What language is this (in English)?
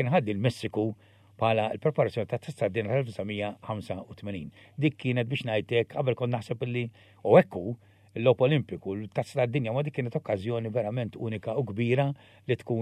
Maltese